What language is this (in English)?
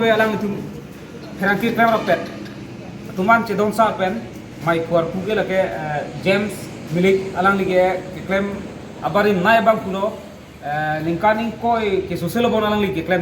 Karbi